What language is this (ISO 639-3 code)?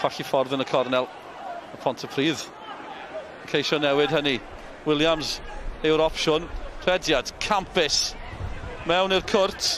cym